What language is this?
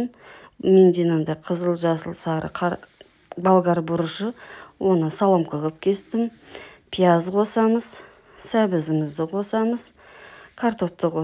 Kazakh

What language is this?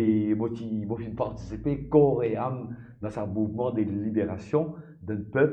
Morisyen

